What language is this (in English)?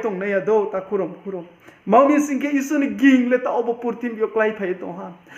Riang (India)